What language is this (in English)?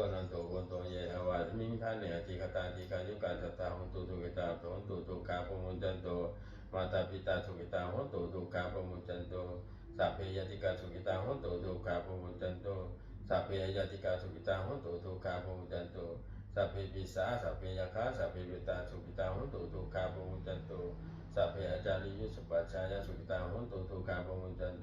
Pali